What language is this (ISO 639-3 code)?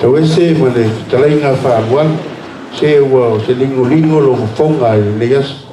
smo